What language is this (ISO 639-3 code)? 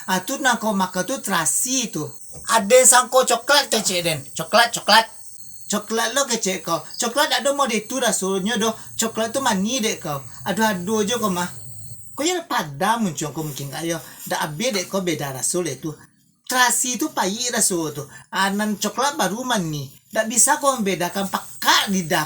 min